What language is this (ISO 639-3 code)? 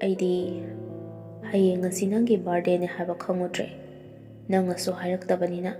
mni